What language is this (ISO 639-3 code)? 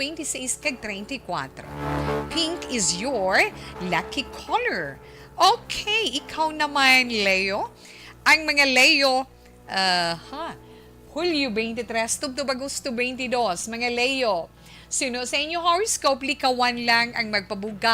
hil